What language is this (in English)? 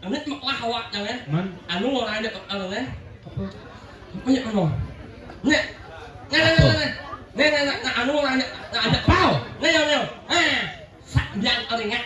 Balinese